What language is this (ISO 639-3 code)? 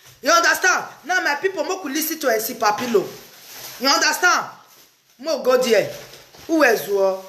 pcm